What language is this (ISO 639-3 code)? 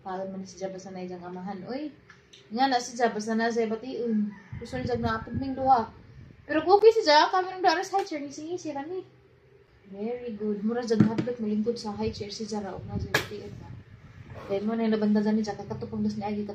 ceb